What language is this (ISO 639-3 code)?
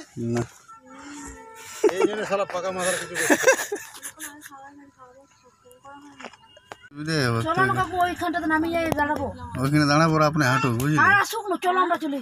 ben